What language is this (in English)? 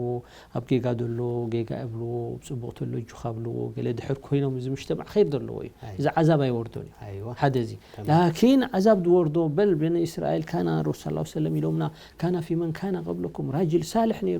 Tigrinya